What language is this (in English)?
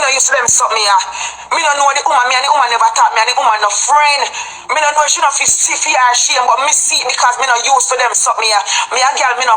Jamaican Creole English